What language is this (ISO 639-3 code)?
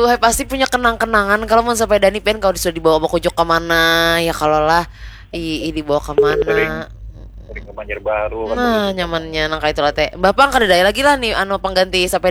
bjn